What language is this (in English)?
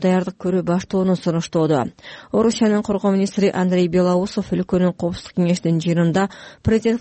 Kyrgyz